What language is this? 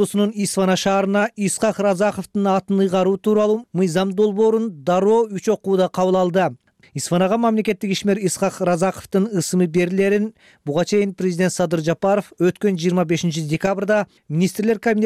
Kyrgyz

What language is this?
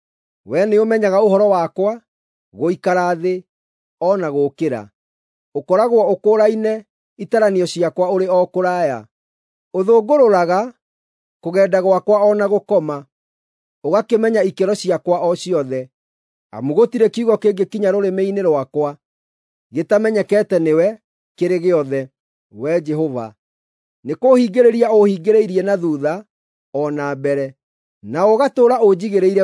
Kikuyu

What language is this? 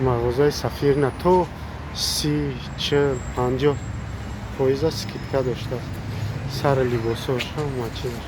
Tajik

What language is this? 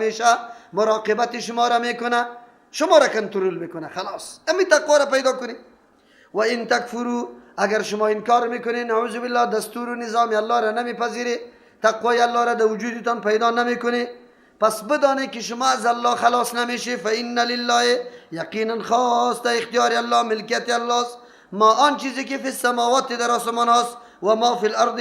Persian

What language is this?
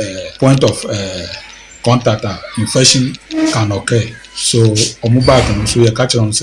Akan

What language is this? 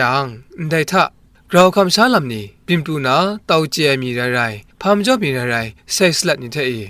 Kachin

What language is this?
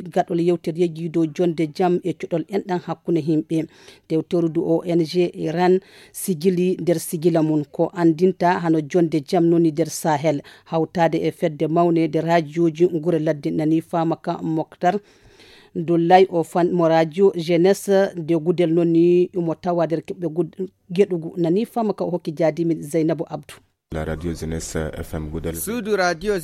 Fula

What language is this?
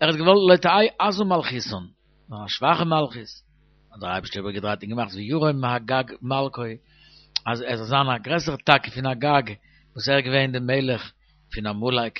Yiddish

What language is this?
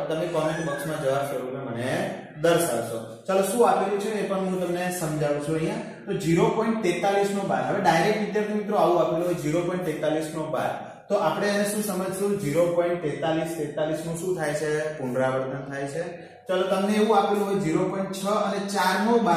Gujarati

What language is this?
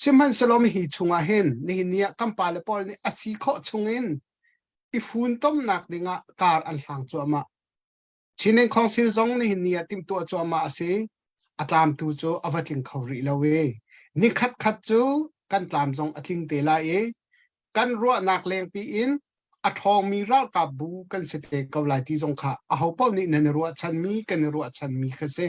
Hakha Chin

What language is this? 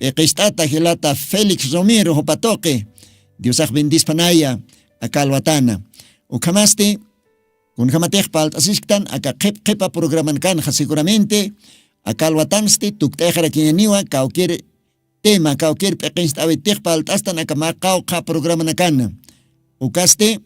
Aymara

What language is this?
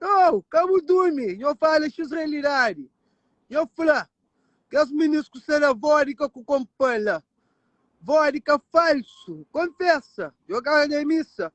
Kabuverdianu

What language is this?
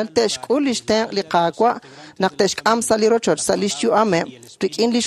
Kekchí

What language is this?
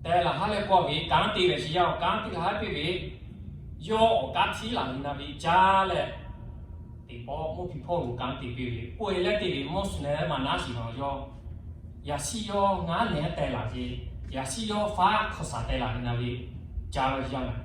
Lahu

